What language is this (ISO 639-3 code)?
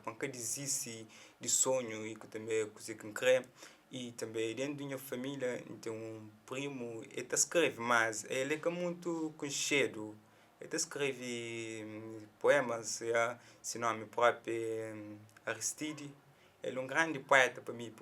kea